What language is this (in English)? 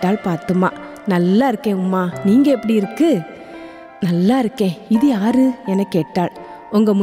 Tamil